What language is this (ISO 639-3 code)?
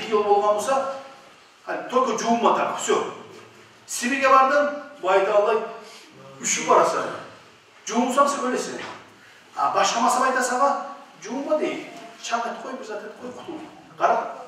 kum